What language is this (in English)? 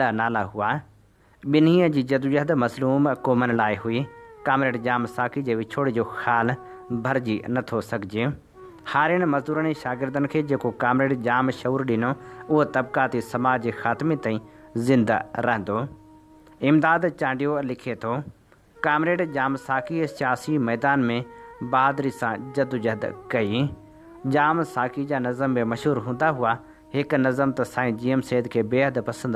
Sindhi